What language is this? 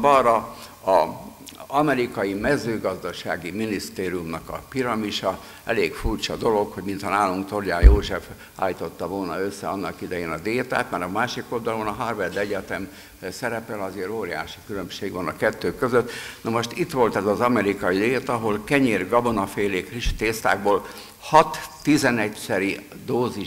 Hungarian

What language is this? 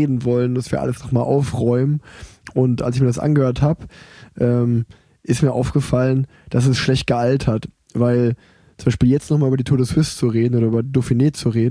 German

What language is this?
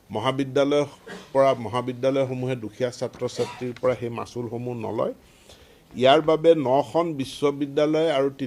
Assamese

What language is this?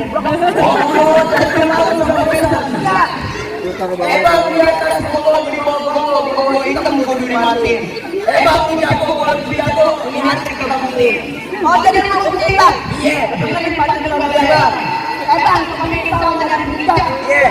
Betawi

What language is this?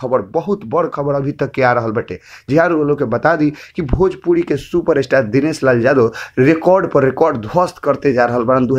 Bhojpuri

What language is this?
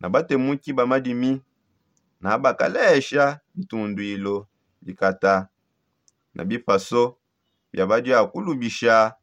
Songe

